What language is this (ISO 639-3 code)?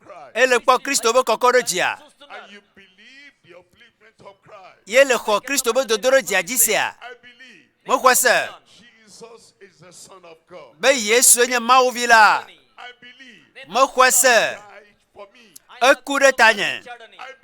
ewe